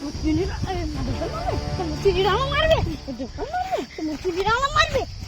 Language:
Chhattisgarhi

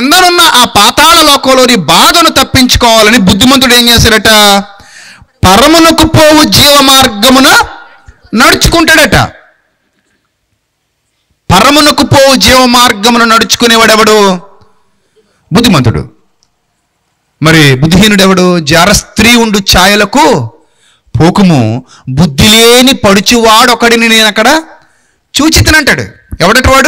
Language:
Telugu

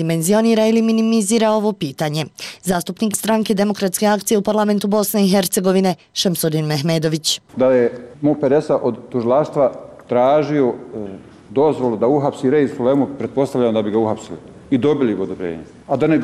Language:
Bosnian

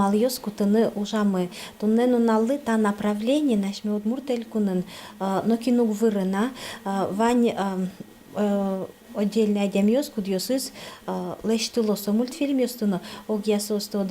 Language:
Udmurt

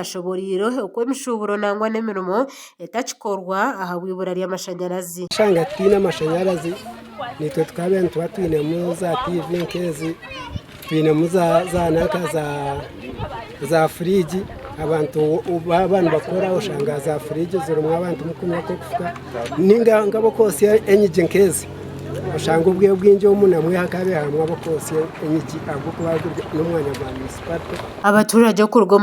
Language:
Nyankole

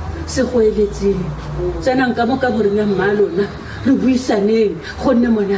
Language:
Tswana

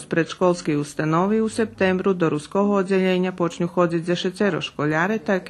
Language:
Rusyn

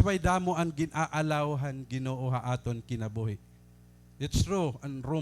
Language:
Waray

